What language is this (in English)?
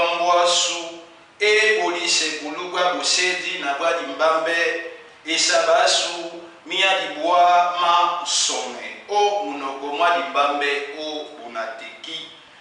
Duala